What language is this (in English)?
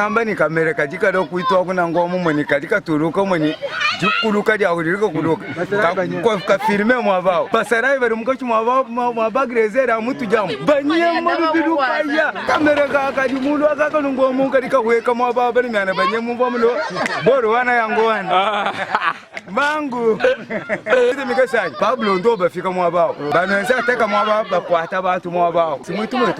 Luba-Lulua